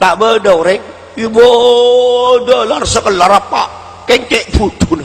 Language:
Madurese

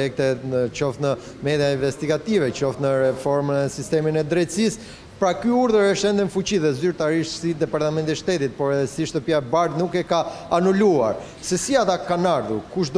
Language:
Albanian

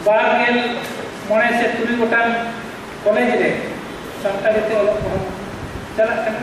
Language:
Santali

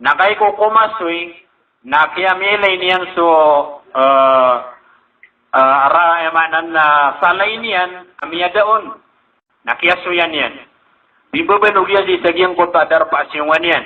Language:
Maranao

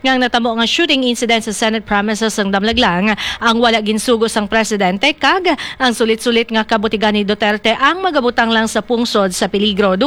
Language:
Hiligaynon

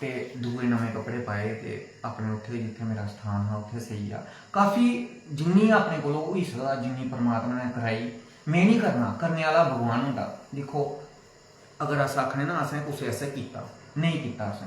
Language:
Dogri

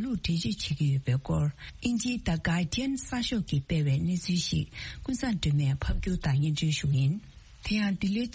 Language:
Tibetan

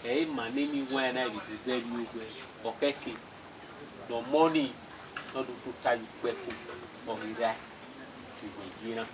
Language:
Bini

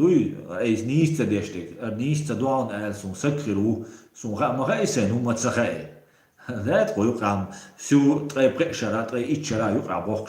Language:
Chechen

